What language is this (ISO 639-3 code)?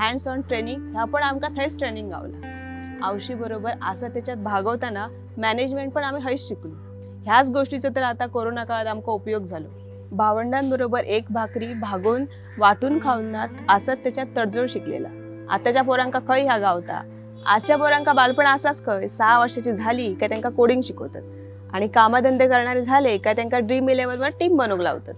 kok